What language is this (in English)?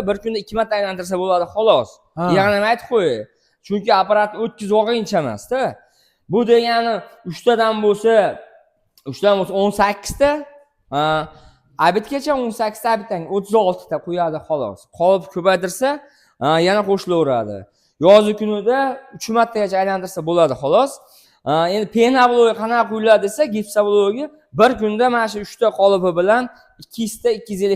Uzbek